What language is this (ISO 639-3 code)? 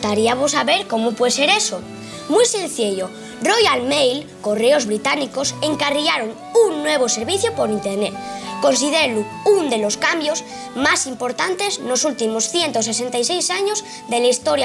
ast